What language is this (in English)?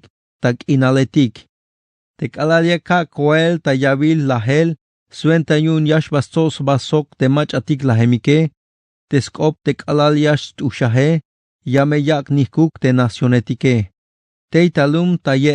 Tzeltal